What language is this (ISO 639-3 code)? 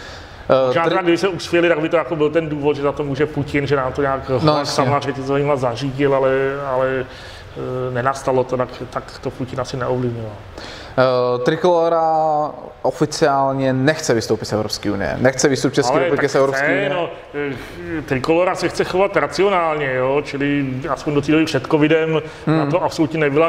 ces